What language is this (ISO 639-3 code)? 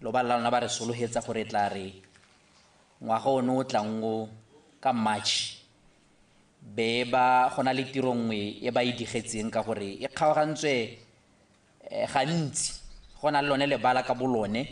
tsn